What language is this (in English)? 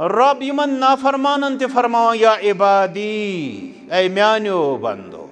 Kashmiri